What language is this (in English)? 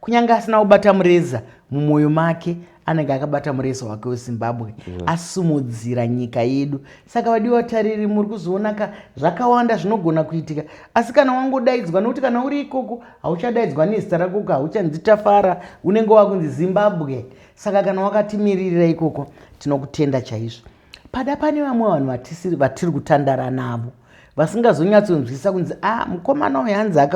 Shona